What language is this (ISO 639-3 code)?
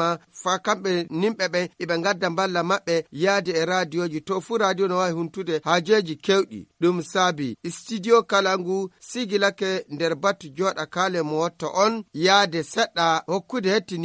fuv